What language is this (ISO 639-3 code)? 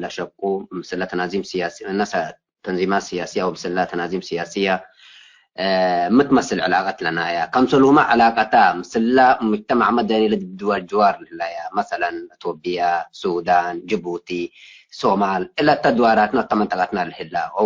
tig